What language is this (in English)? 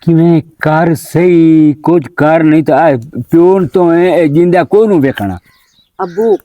Western Panjabi